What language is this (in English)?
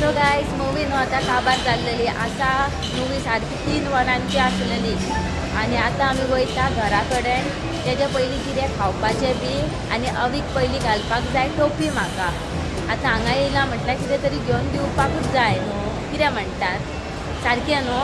Konkani